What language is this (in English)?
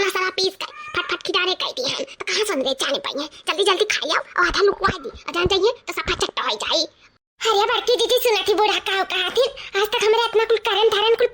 Awadhi